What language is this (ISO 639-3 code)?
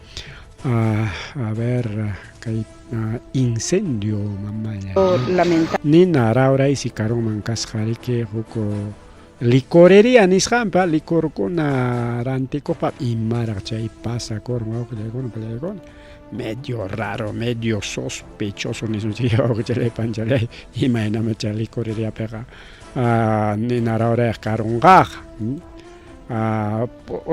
quy